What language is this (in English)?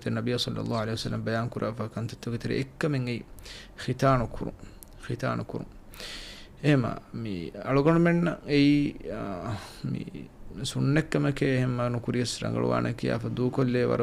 Divehi